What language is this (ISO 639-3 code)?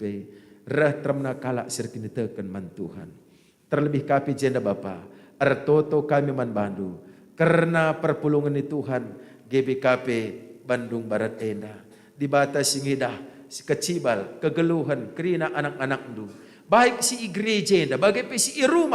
btx